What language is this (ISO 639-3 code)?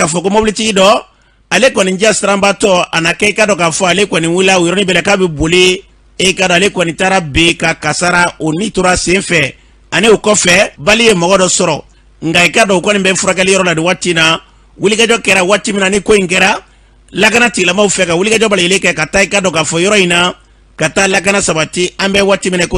bam